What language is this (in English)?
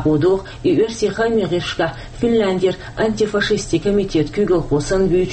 Chechen